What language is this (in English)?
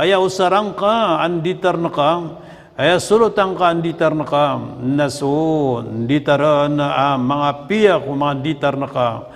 Maranao